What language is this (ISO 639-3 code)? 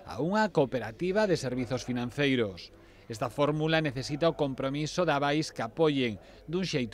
glg